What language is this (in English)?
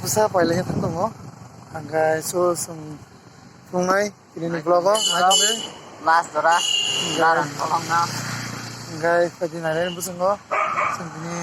Kok Borok